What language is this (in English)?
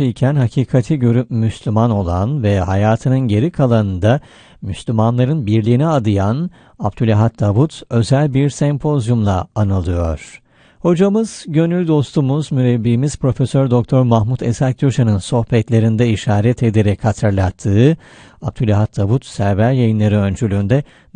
Turkish